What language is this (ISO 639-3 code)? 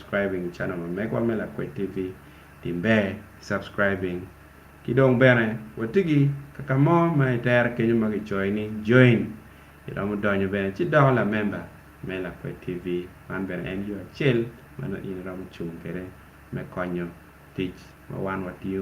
ach